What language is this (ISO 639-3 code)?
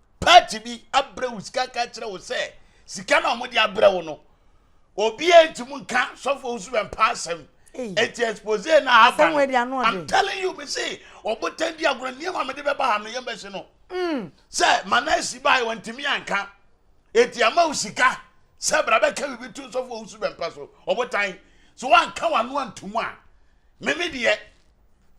aka